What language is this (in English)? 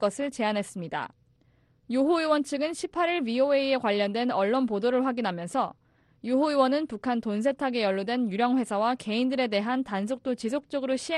Korean